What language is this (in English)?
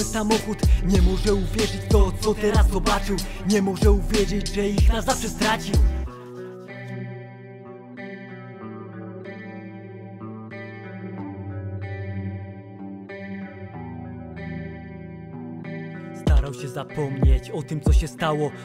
Polish